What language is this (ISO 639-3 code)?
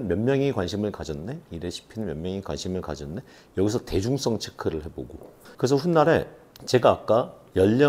kor